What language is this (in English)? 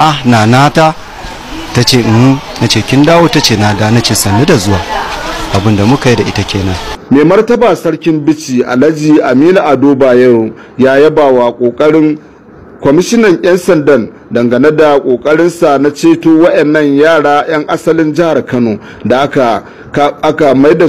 Hausa